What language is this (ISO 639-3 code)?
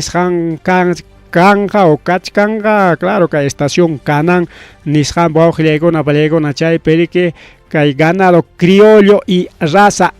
quy